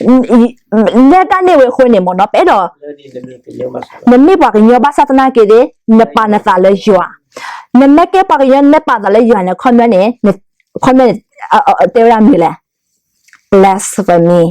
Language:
S'gaw Karen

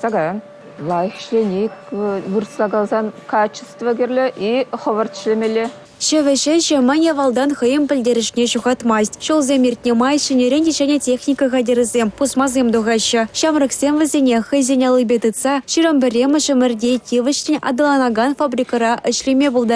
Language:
Chuvash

